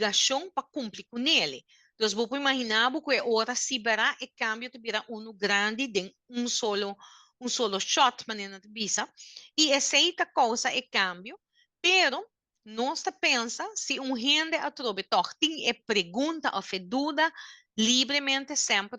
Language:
Papiamento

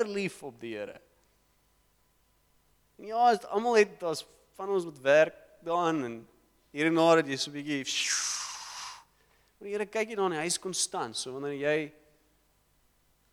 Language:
Afrikaans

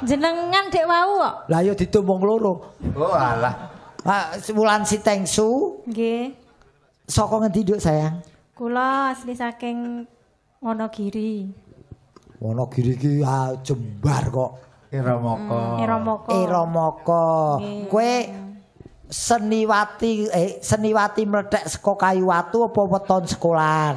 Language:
Javanese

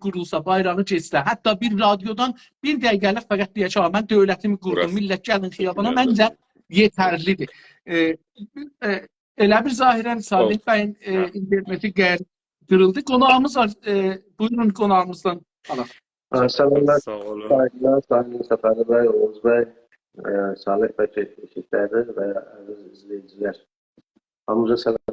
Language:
South Azerbaijani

